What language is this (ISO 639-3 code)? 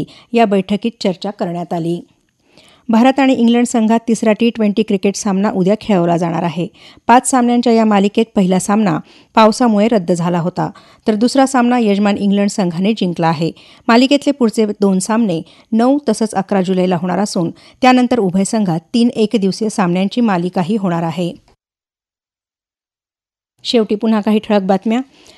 mar